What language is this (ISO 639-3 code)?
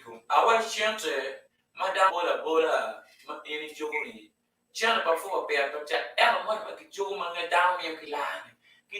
ach